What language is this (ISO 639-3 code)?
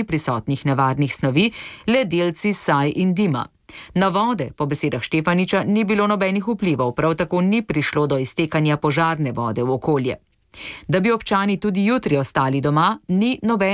slv